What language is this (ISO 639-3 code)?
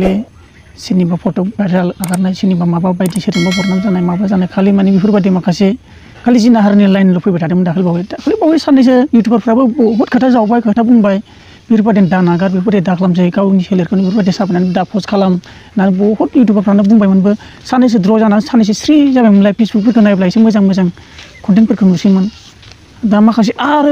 brx